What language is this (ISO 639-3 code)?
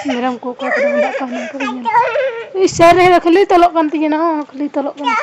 sat